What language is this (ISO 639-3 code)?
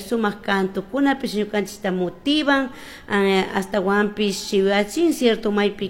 qug